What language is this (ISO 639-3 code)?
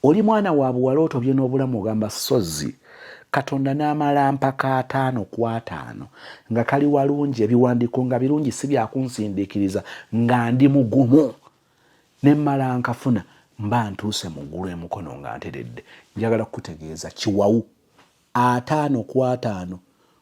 lug